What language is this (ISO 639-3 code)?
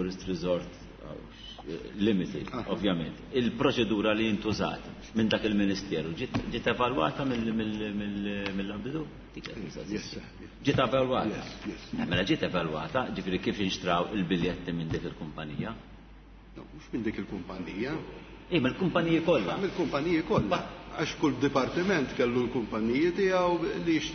mlt